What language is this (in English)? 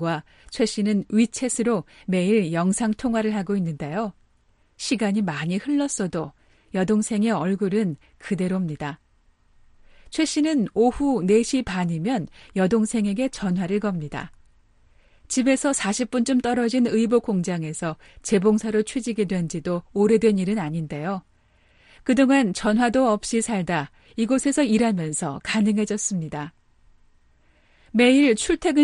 Korean